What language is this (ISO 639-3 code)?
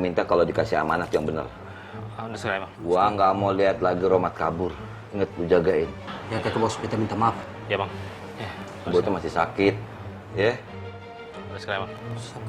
bew